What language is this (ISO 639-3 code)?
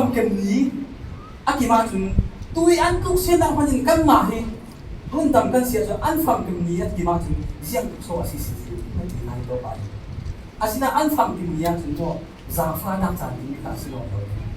cfm